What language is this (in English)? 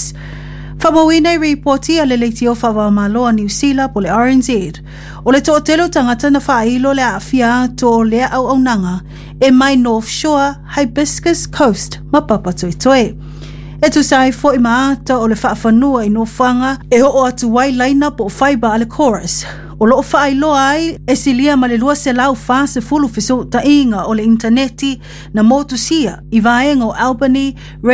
Samoan